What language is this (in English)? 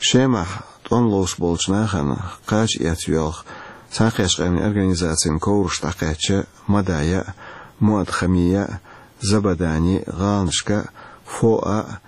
Chechen